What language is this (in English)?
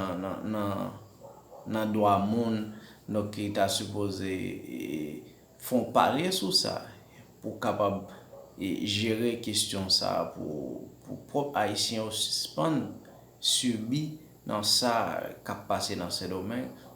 Haitian Creole